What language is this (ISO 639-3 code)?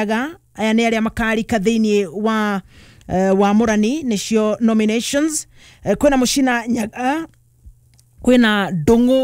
kik